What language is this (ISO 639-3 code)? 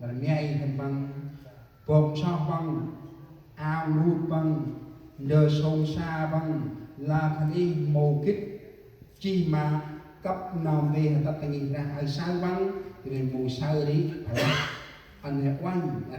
cmo